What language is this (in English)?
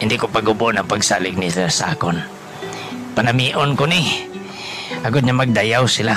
Hiligaynon